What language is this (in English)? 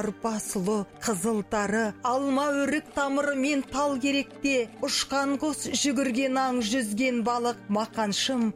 Kazakh